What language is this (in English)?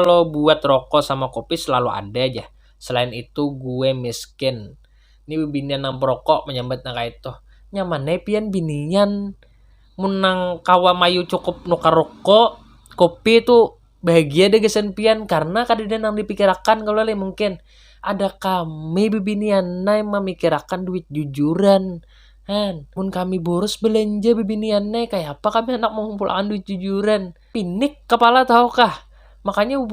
Banjar